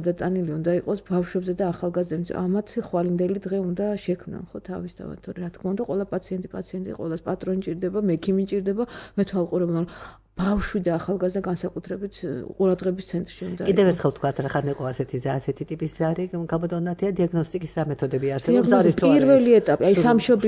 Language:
Georgian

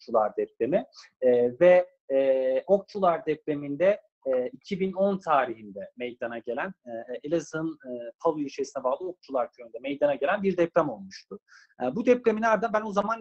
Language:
Turkish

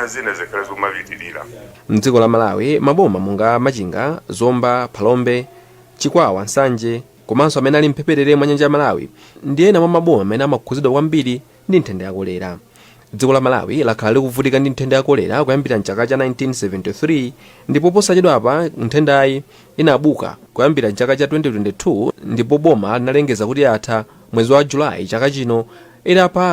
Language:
Nyanja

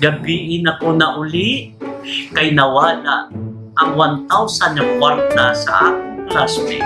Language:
Cebuano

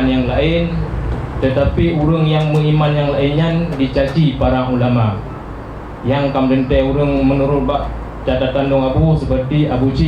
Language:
Achinese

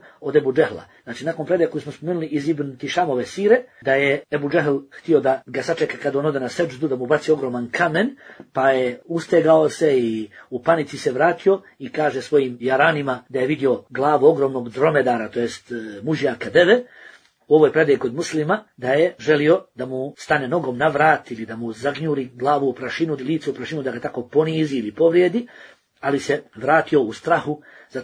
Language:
Bosnian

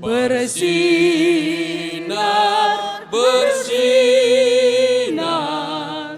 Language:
Batak Simalungun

